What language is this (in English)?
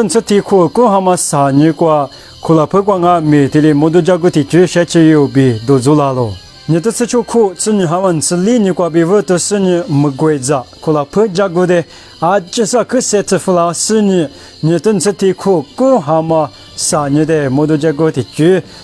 Lisu